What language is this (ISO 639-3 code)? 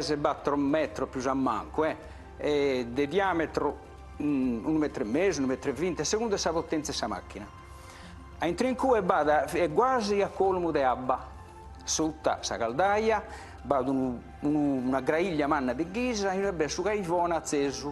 srd